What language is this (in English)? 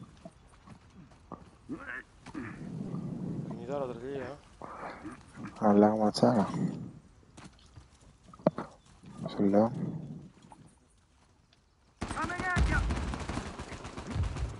Greek